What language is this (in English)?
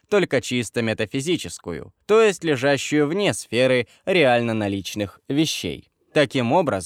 Russian